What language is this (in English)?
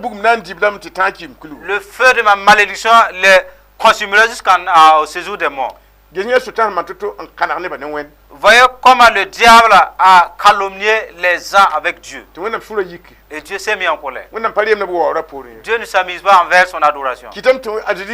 Mossi